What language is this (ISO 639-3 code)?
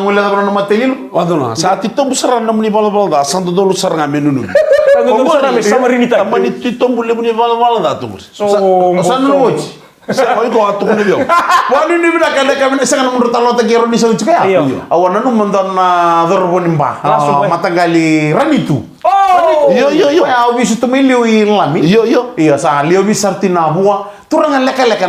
fij